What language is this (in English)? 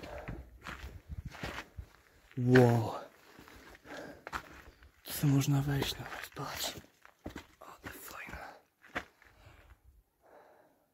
Polish